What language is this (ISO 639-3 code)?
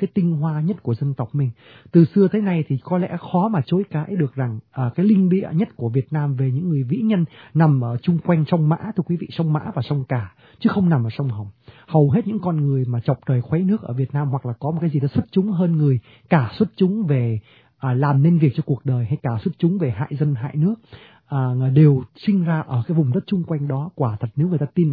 vie